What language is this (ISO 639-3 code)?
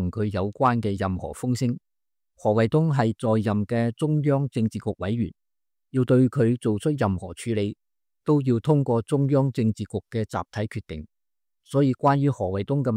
yue